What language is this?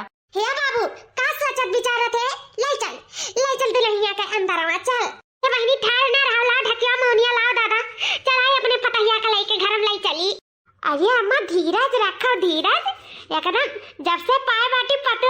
Awadhi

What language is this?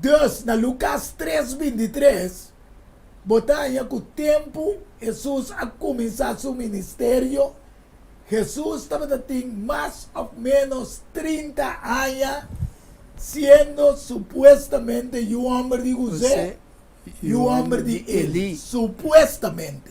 Papiamento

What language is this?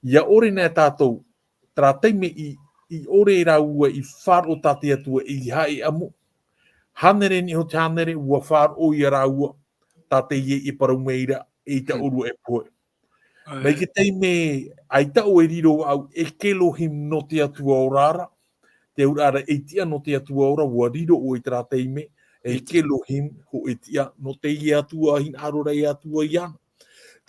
Tahitian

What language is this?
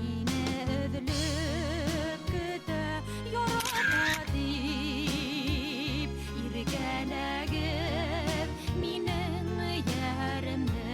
Bashkir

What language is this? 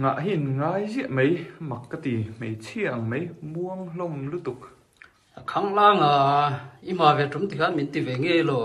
Mizo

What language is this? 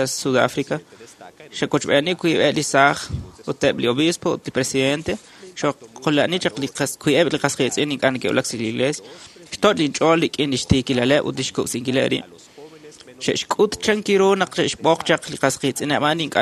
Kekchí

